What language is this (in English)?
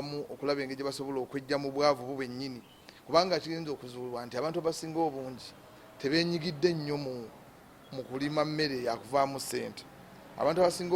Ganda